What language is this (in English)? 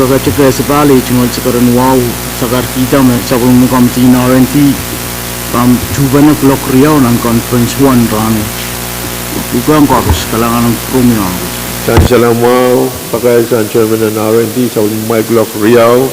Pohnpeian